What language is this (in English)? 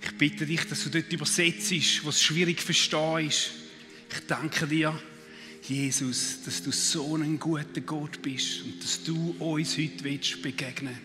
Swiss German